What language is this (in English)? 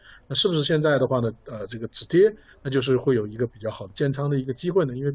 Chinese